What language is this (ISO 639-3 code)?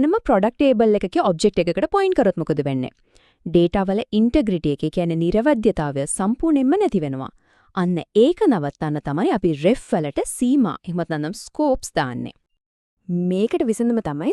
sin